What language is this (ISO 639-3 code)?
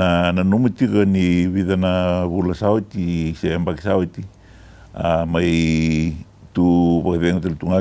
fij